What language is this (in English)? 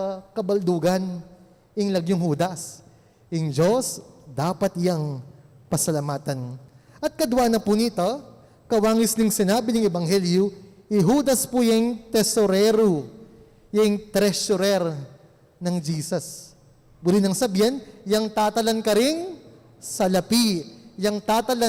Pampanga